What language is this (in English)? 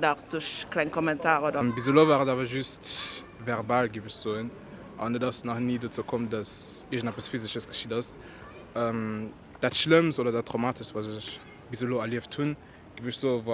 Luxembourgish